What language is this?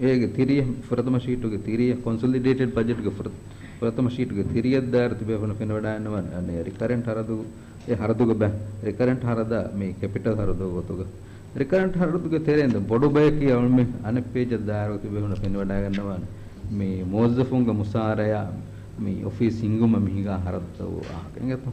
Divehi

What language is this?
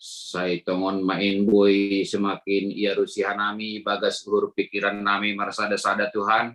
Batak Simalungun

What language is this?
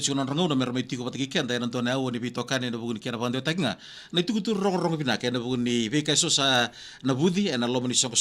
Fijian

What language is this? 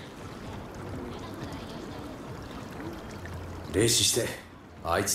Japanese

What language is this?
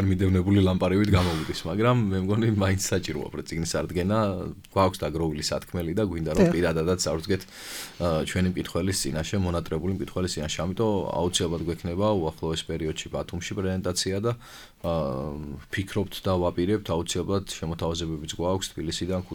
Georgian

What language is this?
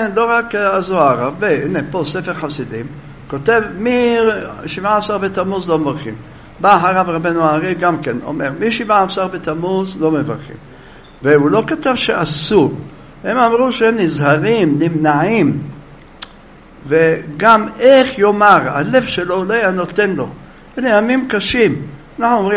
Hebrew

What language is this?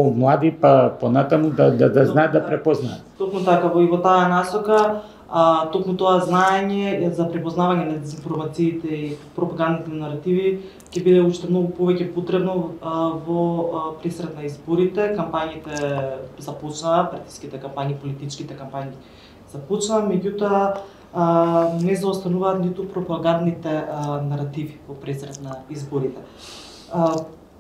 Macedonian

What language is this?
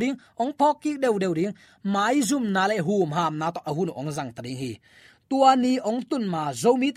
Tedim Chin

